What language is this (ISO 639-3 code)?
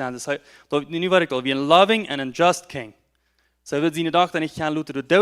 pdt